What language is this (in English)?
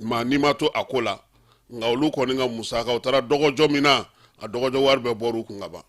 Bambara